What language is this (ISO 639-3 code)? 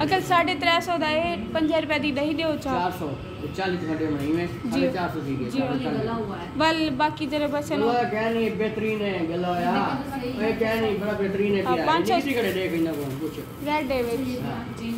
skr